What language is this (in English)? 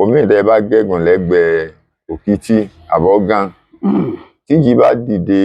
Yoruba